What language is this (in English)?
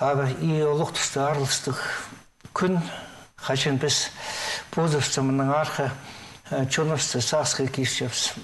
Khakas